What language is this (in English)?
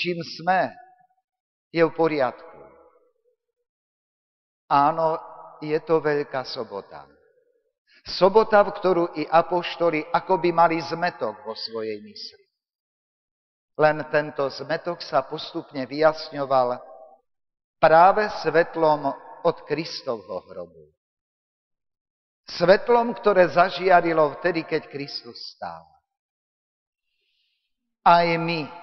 Slovak